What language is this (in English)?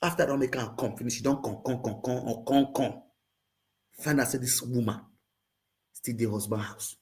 Nigerian Pidgin